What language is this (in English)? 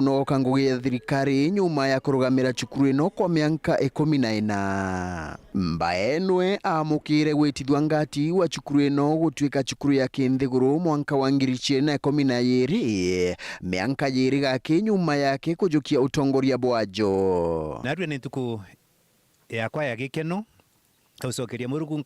Meru